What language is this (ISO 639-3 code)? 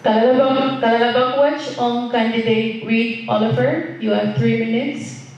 pon